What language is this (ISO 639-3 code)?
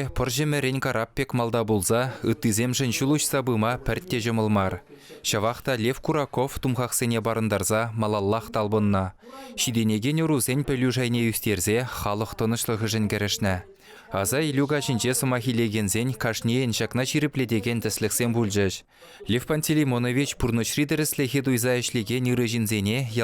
chv